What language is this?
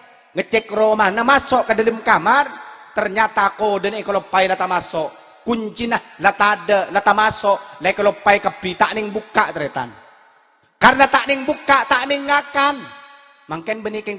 Madurese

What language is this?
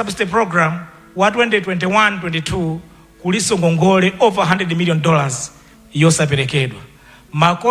Nyanja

